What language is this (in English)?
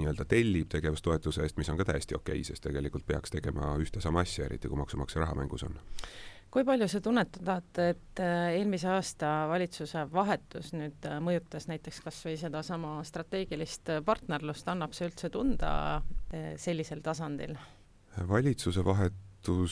Estonian